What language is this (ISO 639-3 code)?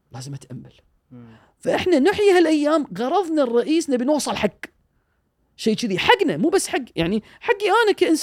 afb